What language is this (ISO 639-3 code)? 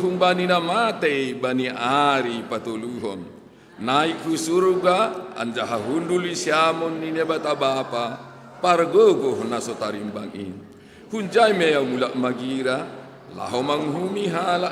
bts